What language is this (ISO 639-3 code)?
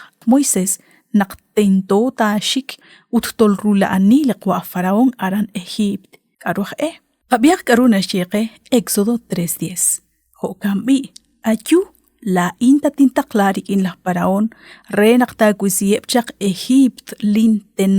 kek